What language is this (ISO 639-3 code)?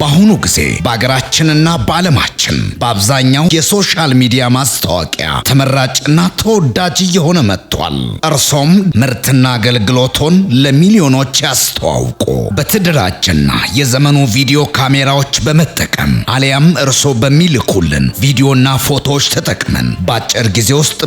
amh